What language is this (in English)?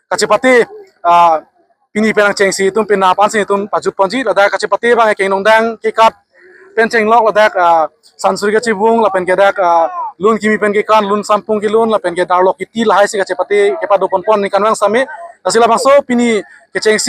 Karbi